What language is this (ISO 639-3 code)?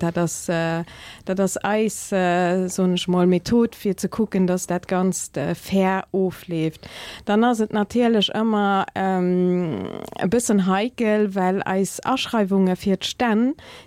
ltz